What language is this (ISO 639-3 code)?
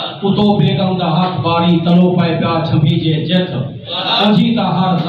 skr